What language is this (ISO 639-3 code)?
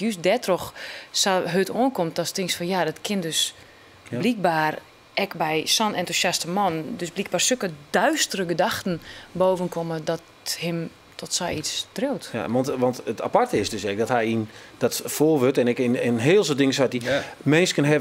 fry